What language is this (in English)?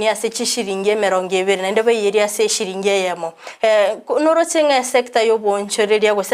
Gusii